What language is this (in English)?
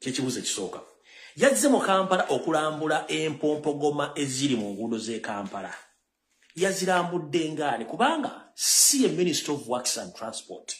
Ganda